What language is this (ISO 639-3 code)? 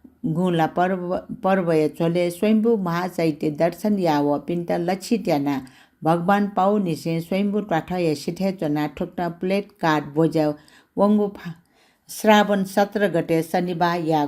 new